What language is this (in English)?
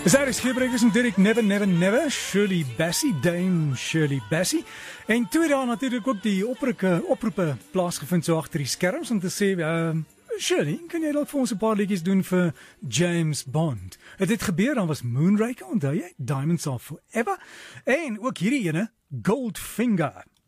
Afrikaans